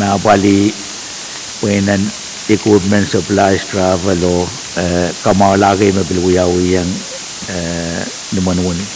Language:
Pohnpeian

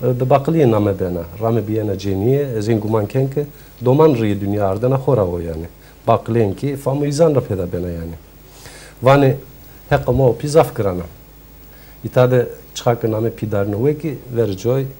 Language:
Zaza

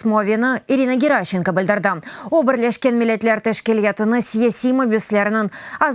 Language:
Crimean Tatar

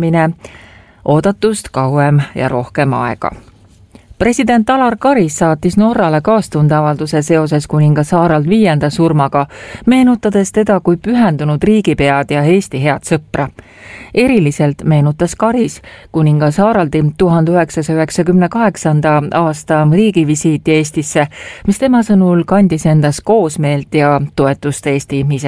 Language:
Estonian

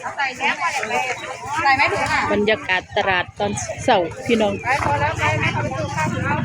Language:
Northeastern Thai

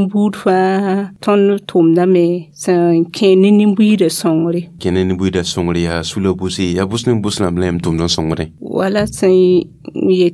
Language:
Mossi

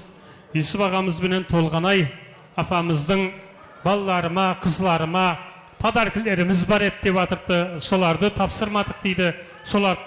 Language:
Kara-Kalpak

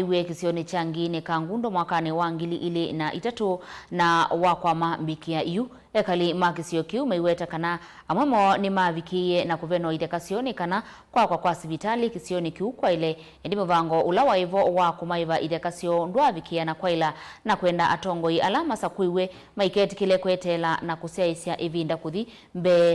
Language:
Kamba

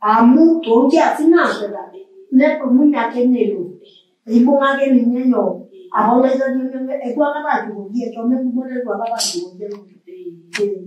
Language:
Masai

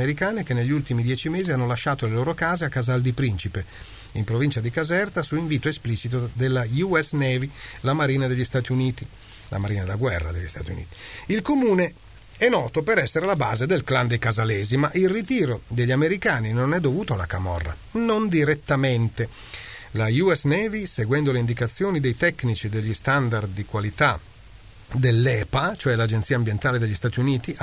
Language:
Italian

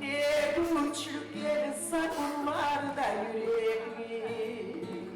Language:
Kumyk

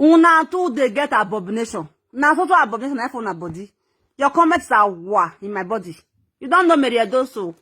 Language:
Nigerian Pidgin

